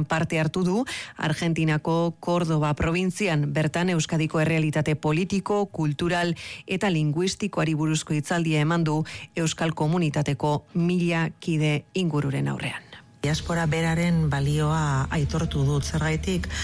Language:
Basque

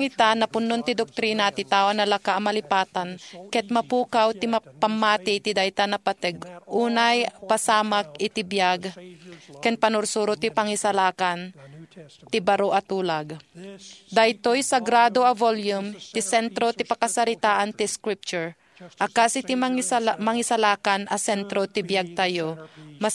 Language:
Iloko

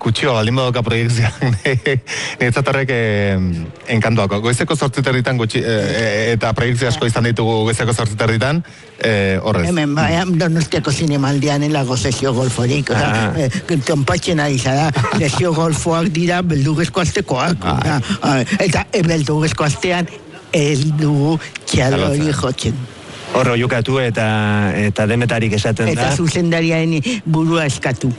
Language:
Basque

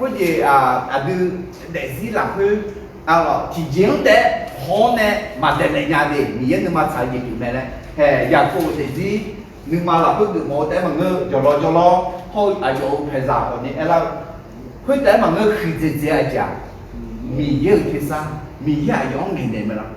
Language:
Akha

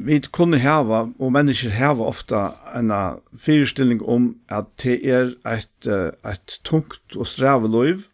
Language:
Faroese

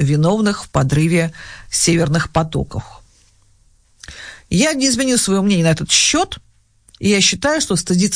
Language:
Russian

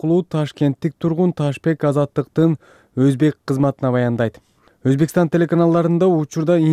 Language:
Kyrgyz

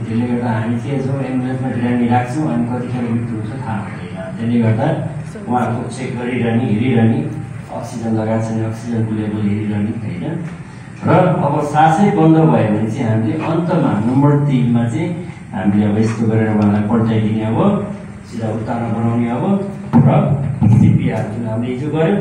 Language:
Nepali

